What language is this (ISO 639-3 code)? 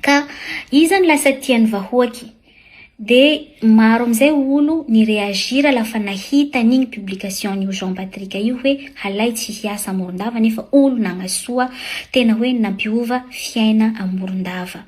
mlg